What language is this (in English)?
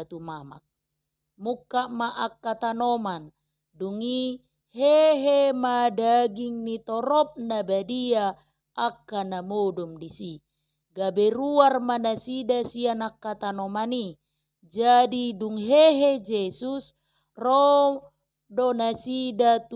Batak Toba